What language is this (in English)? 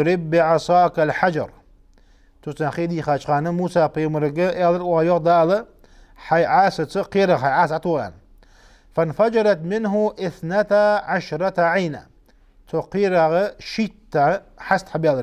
Ingush